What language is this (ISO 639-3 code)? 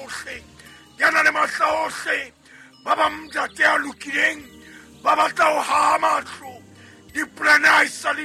sot